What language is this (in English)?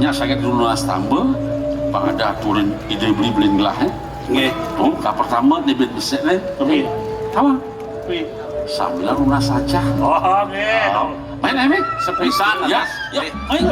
Balinese